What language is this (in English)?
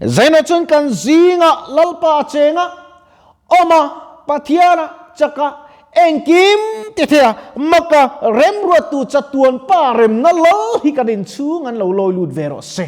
Mizo